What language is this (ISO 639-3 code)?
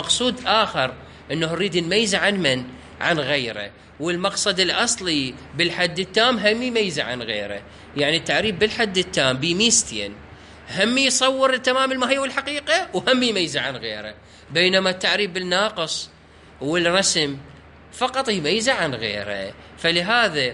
acm